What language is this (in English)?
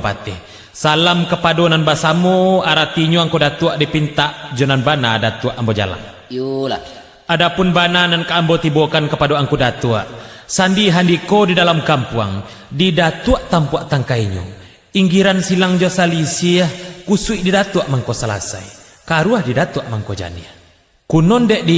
Minangkabau